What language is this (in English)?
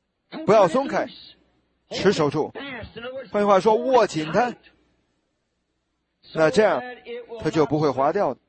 Chinese